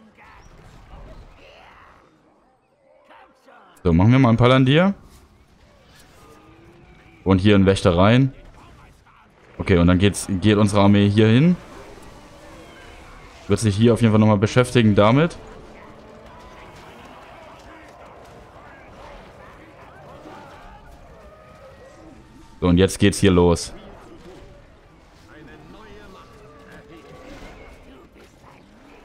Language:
German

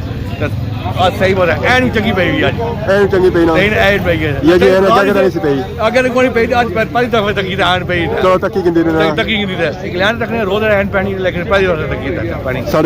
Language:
Pahari-Potwari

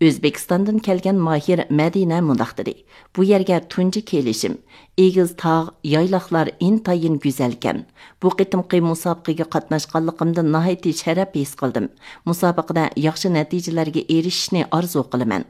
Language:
Uyghur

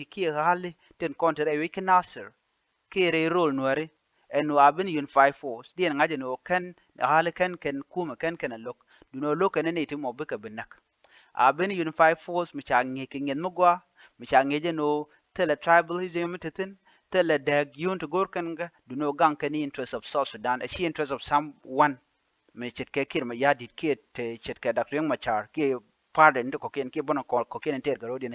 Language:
Nuer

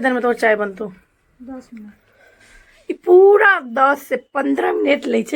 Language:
Maithili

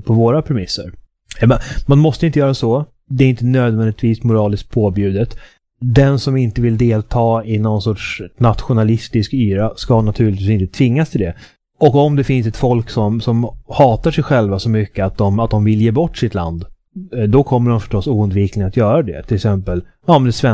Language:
Swedish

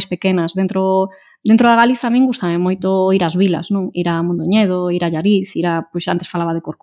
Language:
Galician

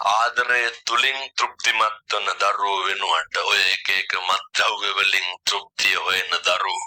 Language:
Sinhala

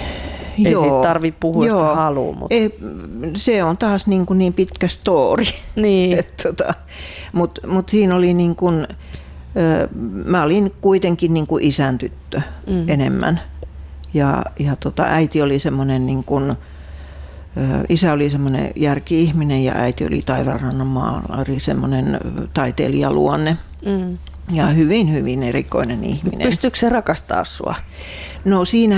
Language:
Finnish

